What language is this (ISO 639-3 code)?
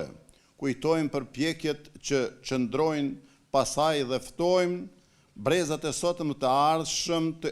sqi